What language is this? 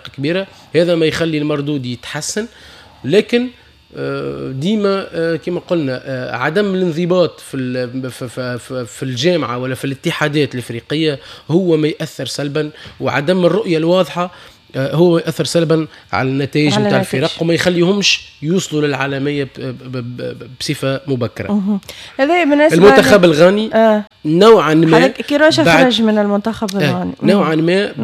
Tunisian Arabic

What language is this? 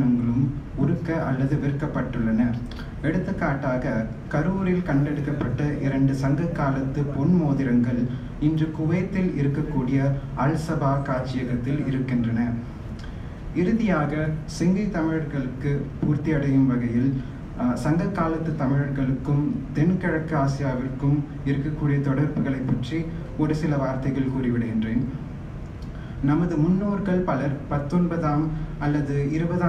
Tamil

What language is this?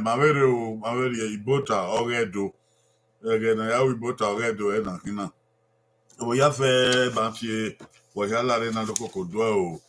Bini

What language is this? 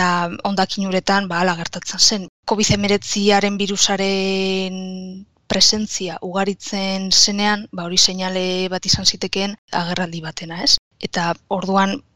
Basque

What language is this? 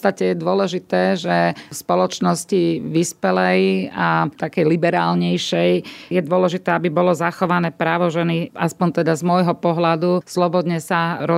Slovak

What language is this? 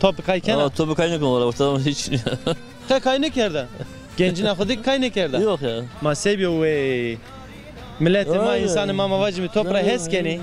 Zaza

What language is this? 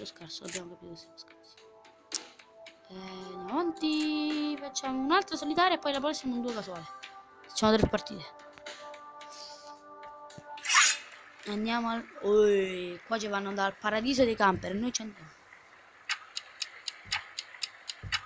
Italian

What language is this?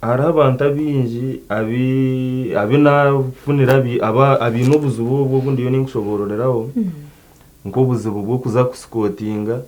Nyankole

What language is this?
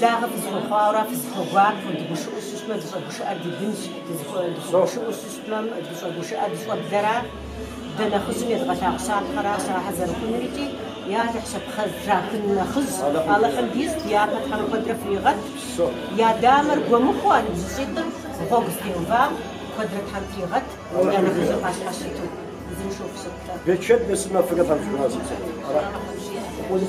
Kabardian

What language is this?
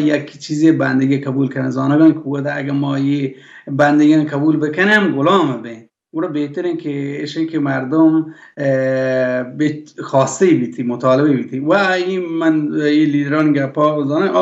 Baluchi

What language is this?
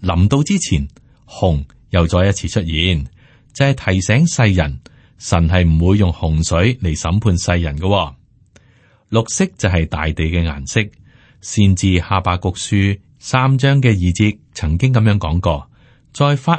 Cantonese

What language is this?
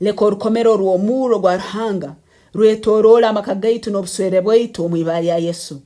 Nyankole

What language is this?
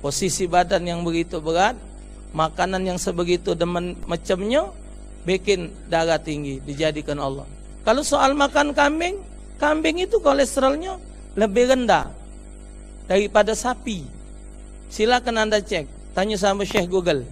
Musi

